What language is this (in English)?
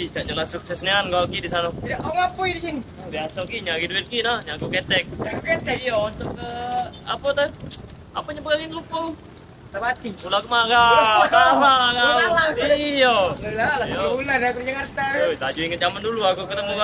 Musi